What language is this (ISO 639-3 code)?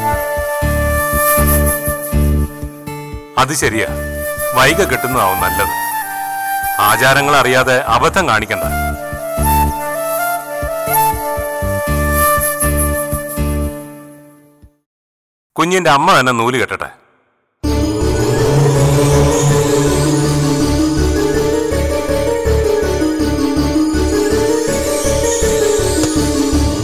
mal